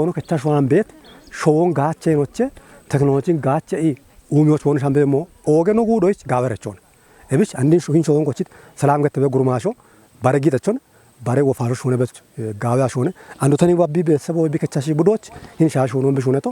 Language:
Kafa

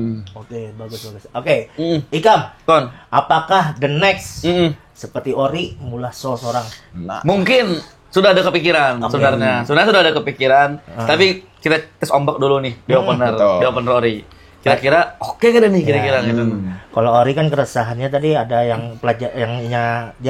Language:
Banjar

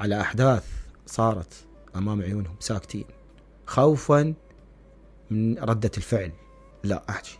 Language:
Mesopotamian Arabic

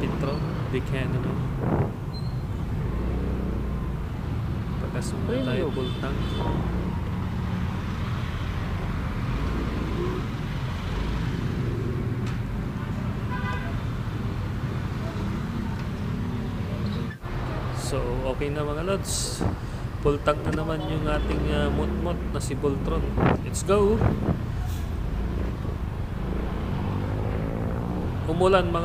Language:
Filipino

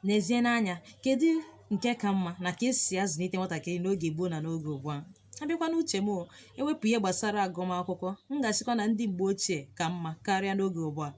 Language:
Igbo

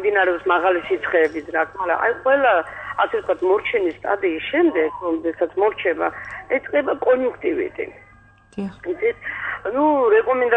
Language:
Georgian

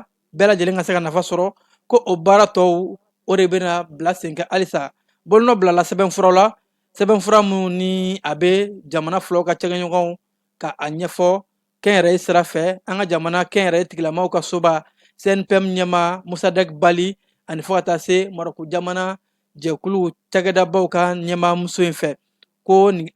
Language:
Bambara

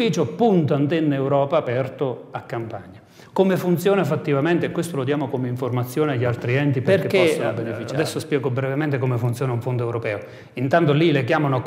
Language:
Italian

